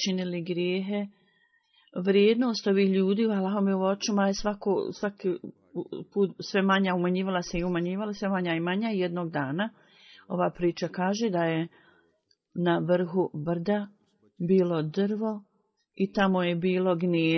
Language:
Bosnian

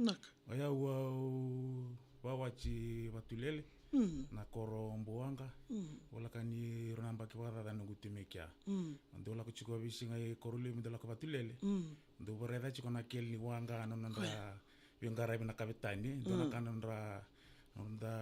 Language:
Fijian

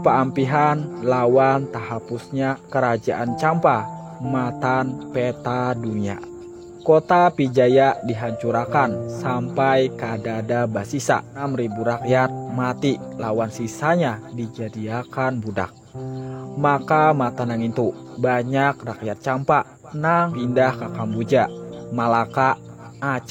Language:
Banjar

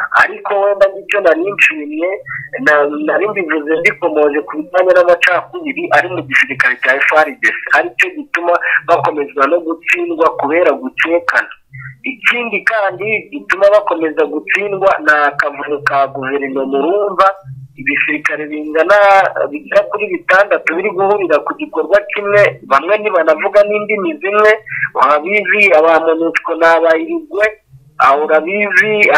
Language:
Kinyarwanda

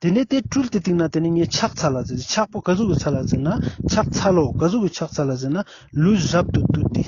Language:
Ladakhi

